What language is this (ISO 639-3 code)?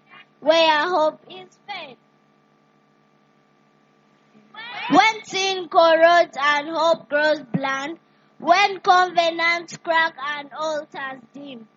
eng